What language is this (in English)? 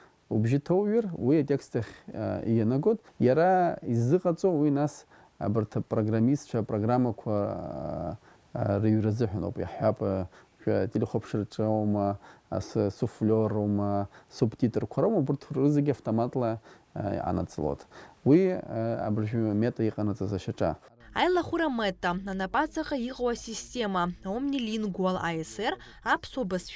Abkhazian